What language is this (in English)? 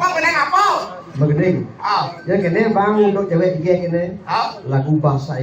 Balinese